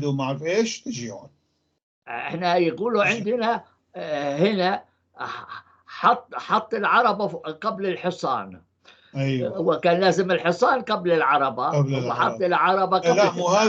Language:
North Levantine Arabic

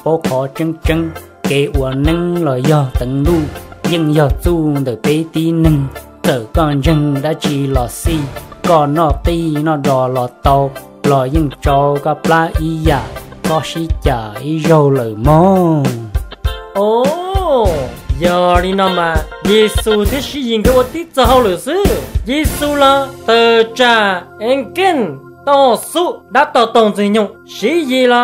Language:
Vietnamese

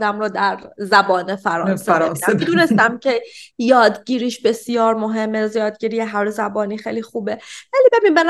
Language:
Persian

